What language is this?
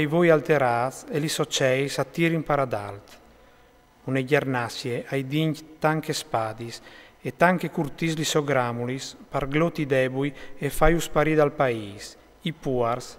Friulian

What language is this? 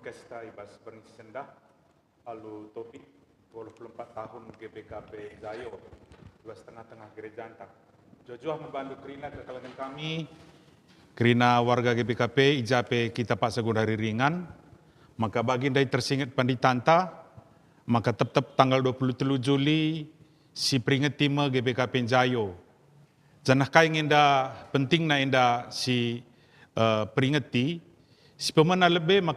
Batak Karo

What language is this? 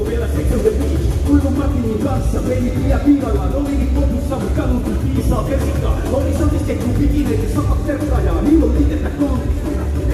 Finnish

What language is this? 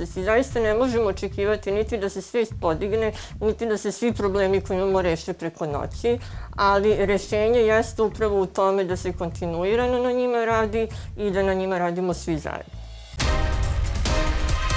Serbian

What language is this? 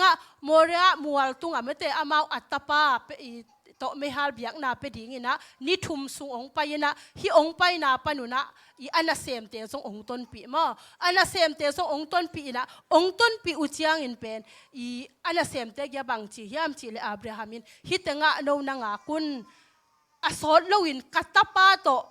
Tedim Chin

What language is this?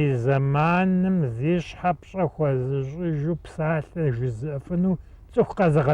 Kabardian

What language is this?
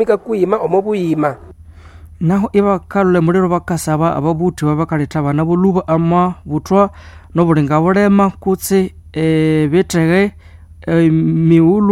Nande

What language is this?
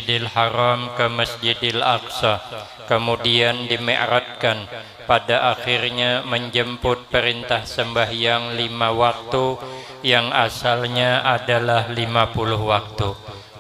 Banjar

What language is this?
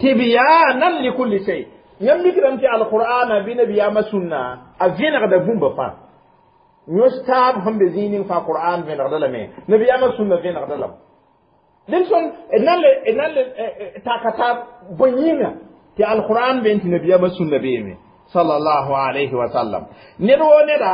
Mossi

